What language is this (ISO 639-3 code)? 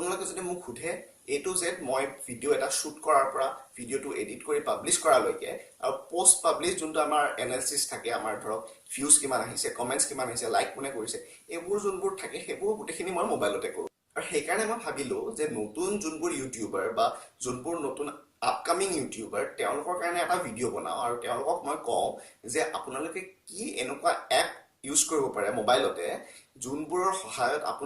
asm